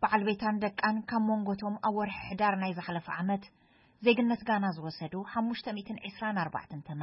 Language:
Tigrinya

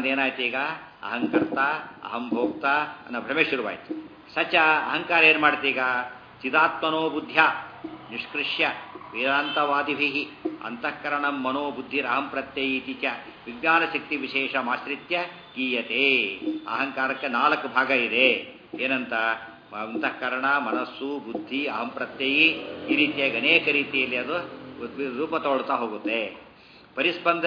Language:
Kannada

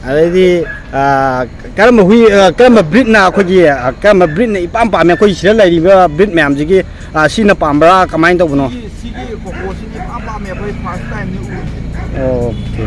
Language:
Manipuri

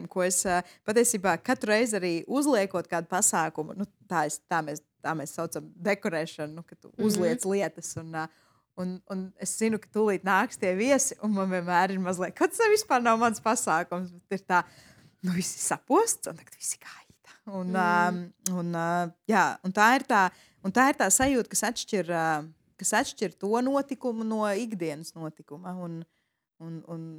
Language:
Latvian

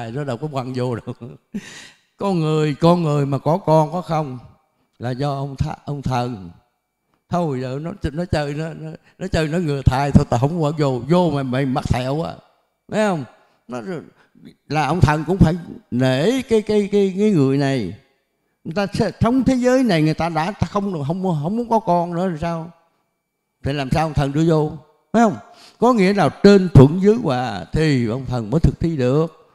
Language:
Vietnamese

